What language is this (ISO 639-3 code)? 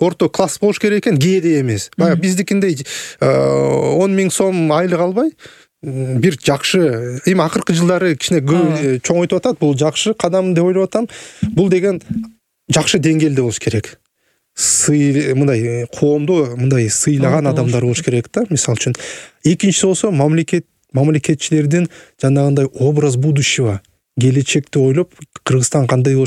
kir